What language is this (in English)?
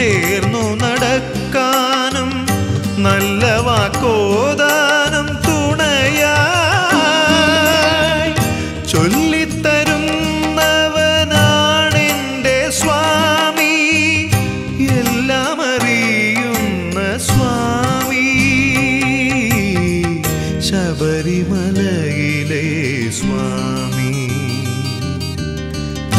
Malayalam